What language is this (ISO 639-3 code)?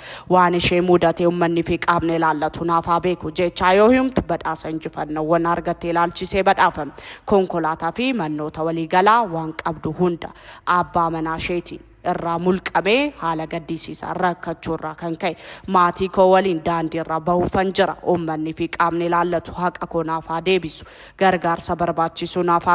orm